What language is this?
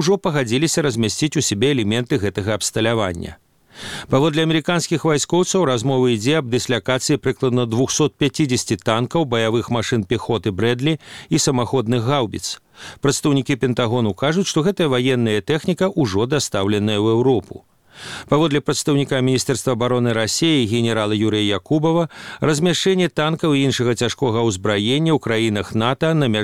Belarusian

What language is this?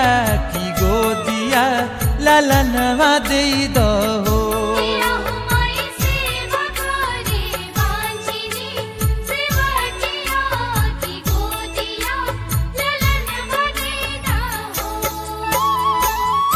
Bhojpuri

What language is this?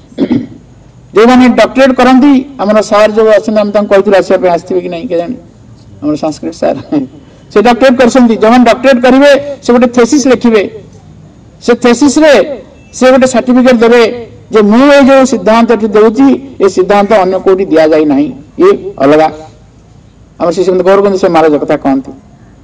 Odia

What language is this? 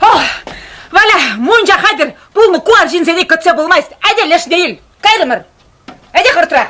Chuvash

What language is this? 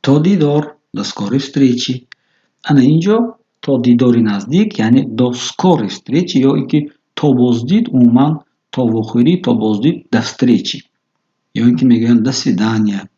Tajik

